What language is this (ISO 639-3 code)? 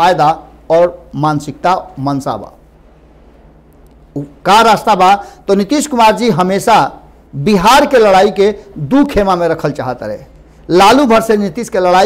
bho